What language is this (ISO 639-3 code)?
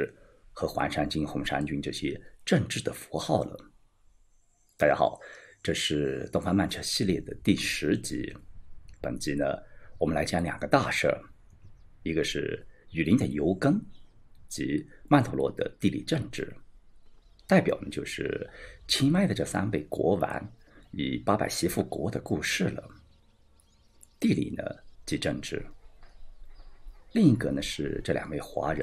zho